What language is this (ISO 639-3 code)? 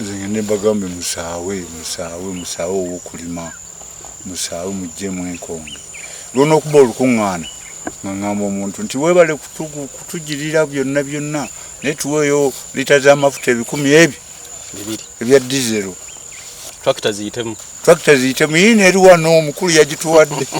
lug